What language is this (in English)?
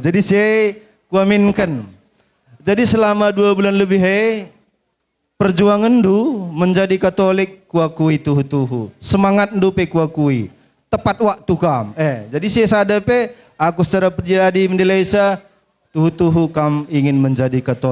Batak Karo